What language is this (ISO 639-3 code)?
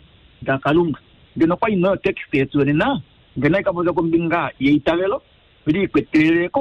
kua